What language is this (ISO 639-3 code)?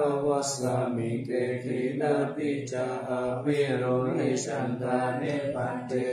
pli